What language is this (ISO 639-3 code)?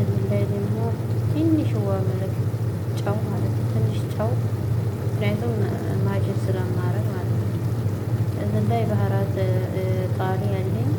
amh